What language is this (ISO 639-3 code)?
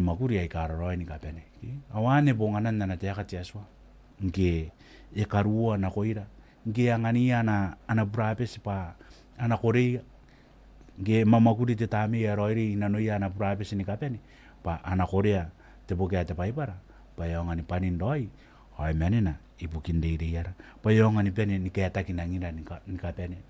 gil